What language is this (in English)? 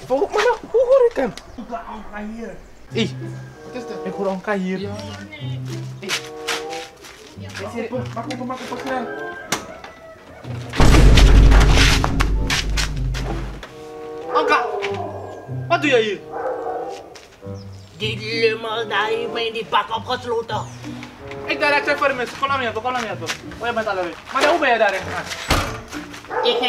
Dutch